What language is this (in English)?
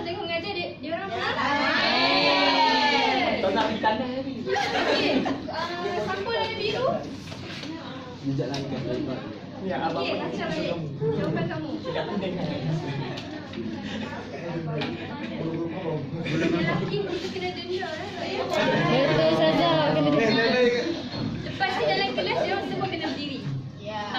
Malay